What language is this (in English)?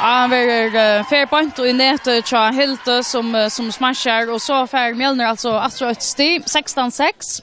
Faroese